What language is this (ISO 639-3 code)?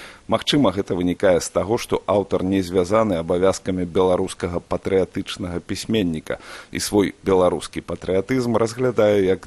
bel